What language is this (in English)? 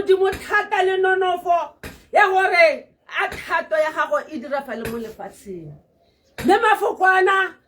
Tswana